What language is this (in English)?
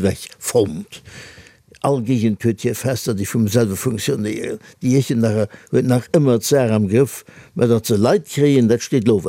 Luxembourgish